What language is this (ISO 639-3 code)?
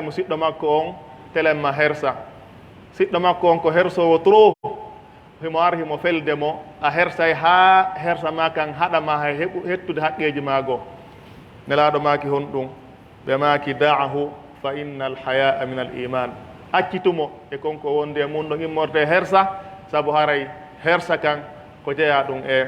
fuf